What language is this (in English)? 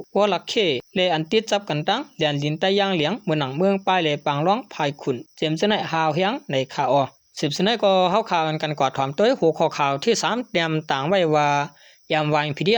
Shan